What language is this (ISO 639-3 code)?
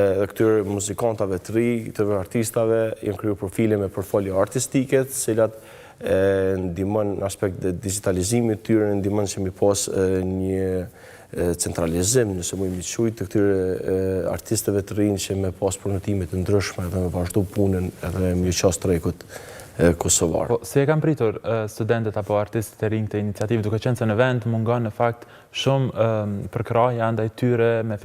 sqi